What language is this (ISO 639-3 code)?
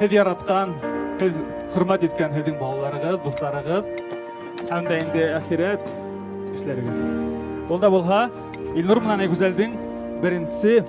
bak